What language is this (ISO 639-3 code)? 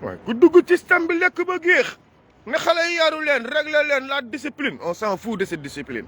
wol